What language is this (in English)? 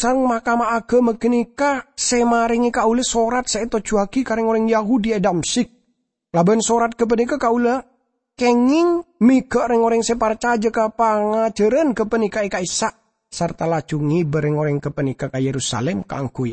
Madurese